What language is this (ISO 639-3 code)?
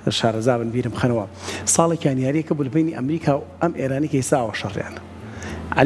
ckb